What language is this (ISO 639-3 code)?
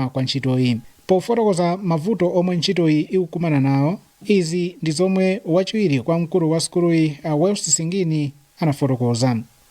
nya